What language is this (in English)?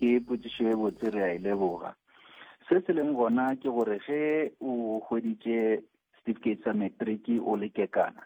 Northern Sotho